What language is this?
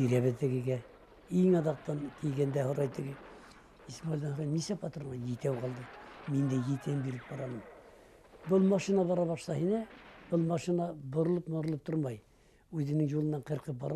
Bashkir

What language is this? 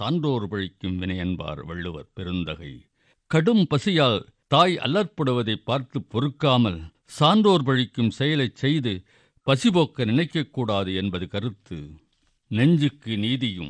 Tamil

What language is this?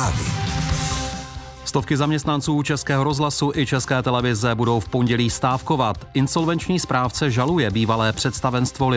Czech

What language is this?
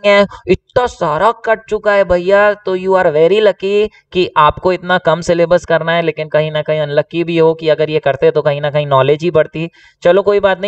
Hindi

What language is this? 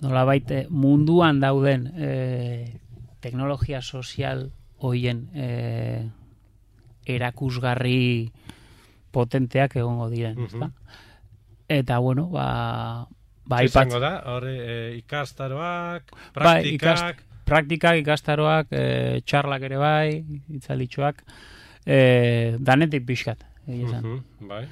Basque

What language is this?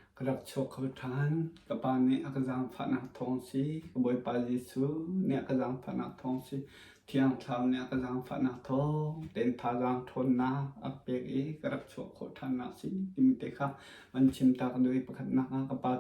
Hakha Chin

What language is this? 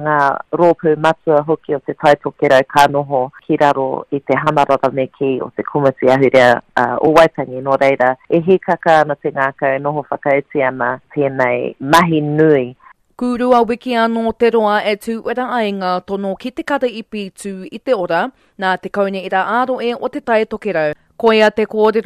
Māori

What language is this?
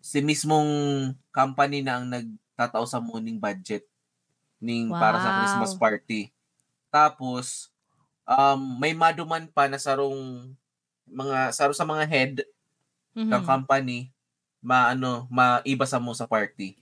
Bikol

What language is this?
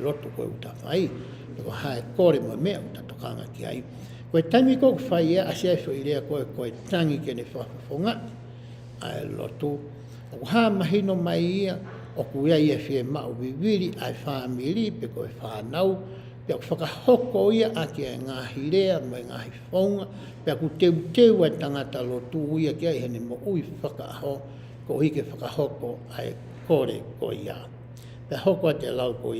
Tongan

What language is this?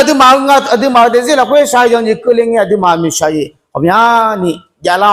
Akha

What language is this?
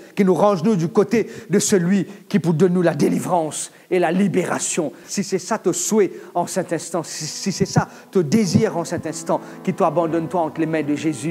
Morisyen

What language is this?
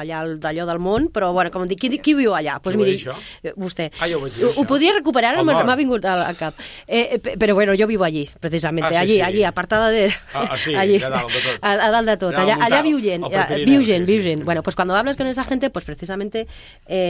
Catalan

